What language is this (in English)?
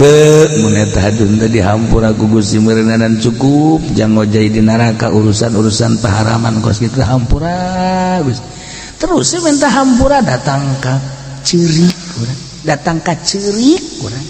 Sundanese